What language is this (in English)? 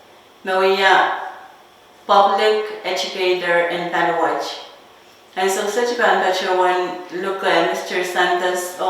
Pohnpeian